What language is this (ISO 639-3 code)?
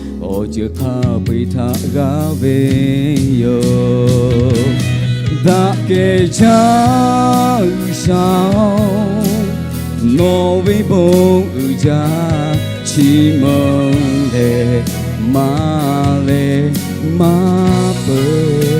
lhu